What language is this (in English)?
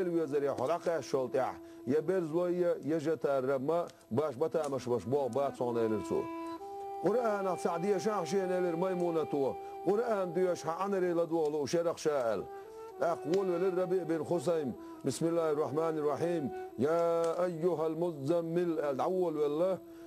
Chechen